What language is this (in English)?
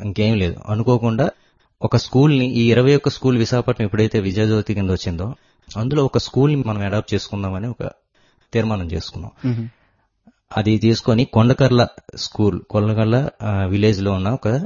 Telugu